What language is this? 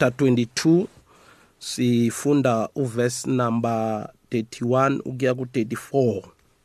South Ndebele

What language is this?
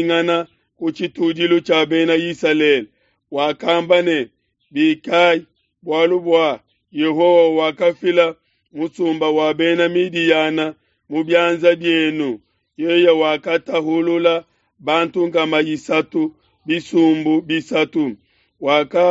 Luba-Lulua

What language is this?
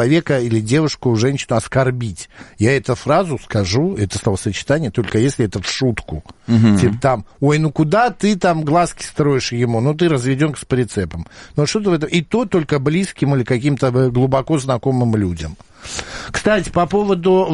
Russian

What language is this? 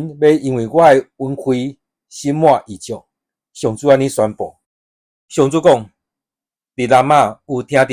Min Nan Chinese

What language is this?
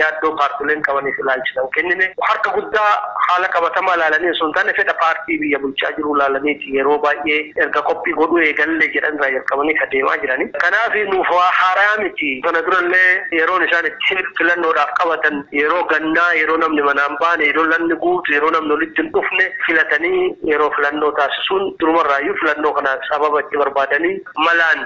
Oromo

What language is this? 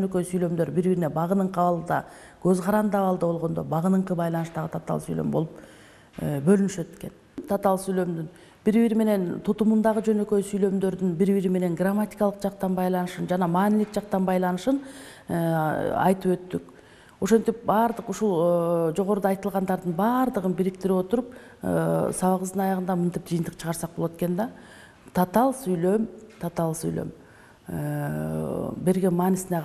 Kyrgyz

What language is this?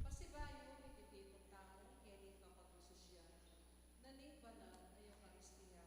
Pampanga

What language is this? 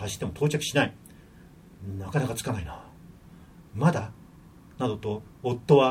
Japanese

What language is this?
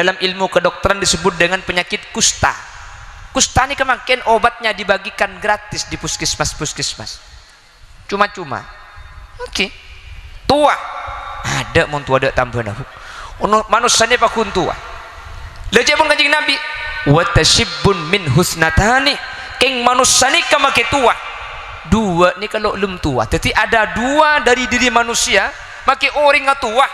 Madurese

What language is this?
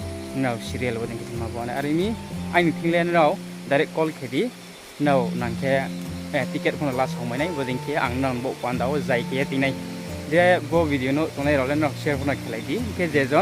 Riang (India)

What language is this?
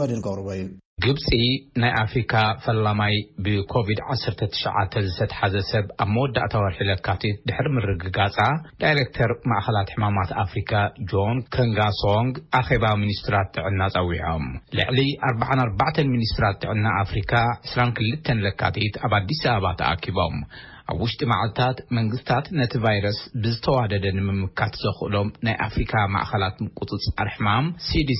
Tigrinya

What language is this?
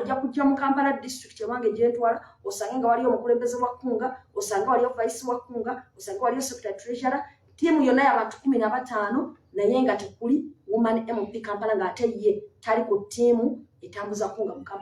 Ganda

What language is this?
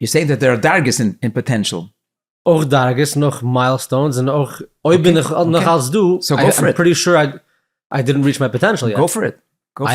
Yiddish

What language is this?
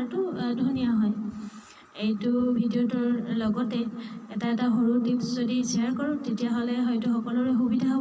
Assamese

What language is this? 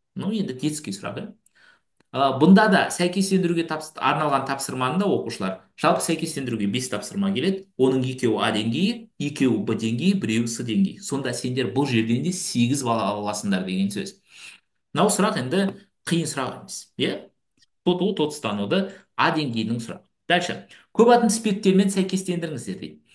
Kazakh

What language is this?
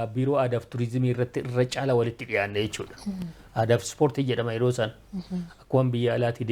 Oromo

